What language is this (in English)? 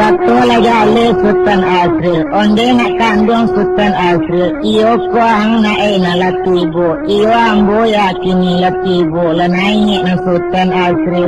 Minangkabau